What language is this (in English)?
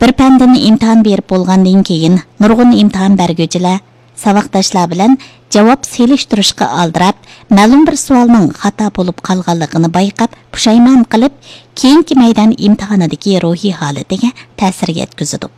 Uyghur